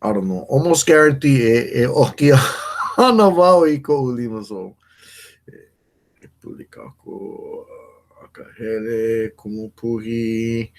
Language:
Hawaiian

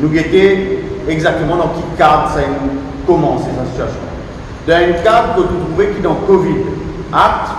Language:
Morisyen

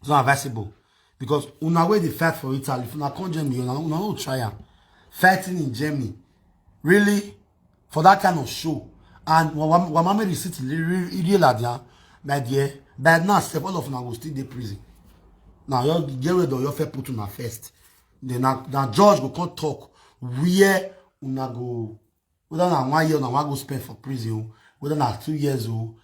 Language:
Nigerian Pidgin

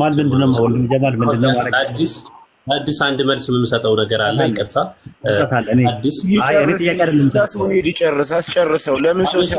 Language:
Amharic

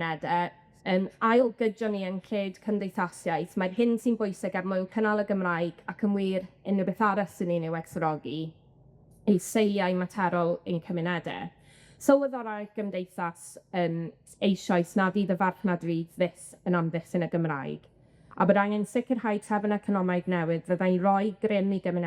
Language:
Welsh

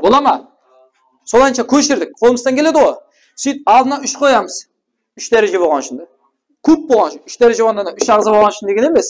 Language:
Kara-Kalpak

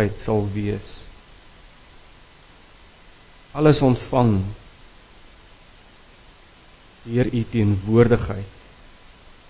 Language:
Afrikaans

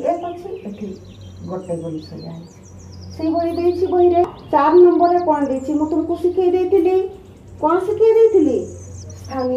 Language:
Odia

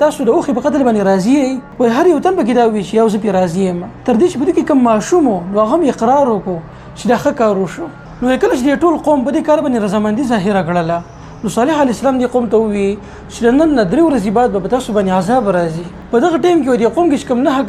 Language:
Pashto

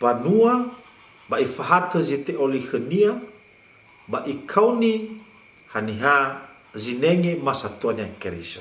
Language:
Nias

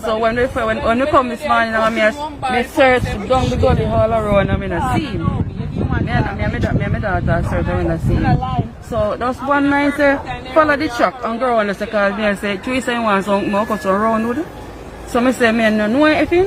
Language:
Jamaican Creole English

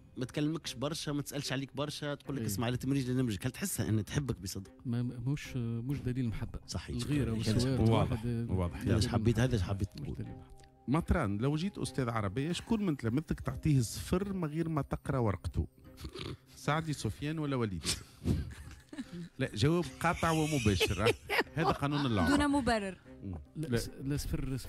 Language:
Tunisian Arabic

